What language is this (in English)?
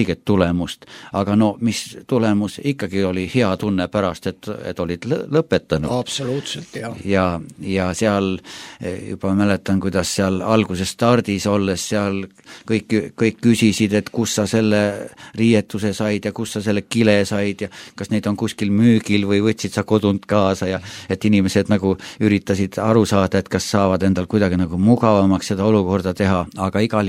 Estonian